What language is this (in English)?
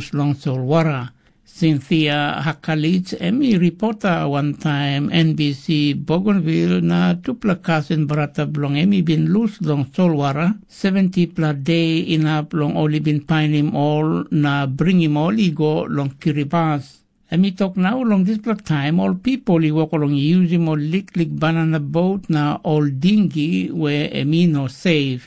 Tok Pisin